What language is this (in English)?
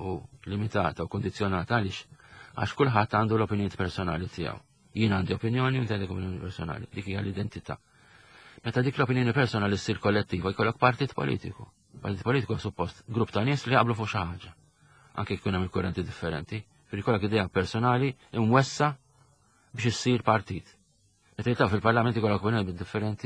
Maltese